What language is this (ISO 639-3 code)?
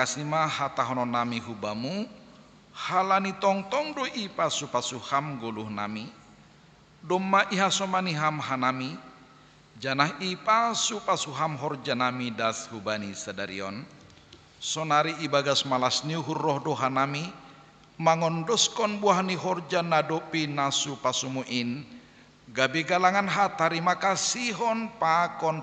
bts